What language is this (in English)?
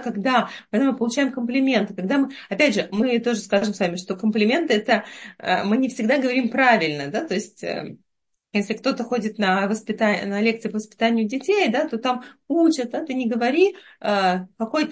Russian